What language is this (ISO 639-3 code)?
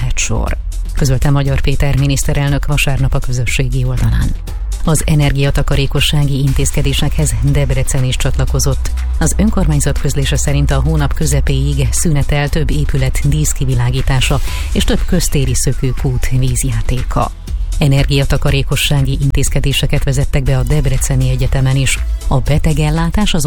hun